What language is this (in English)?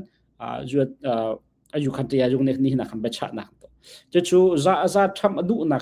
Hakha Chin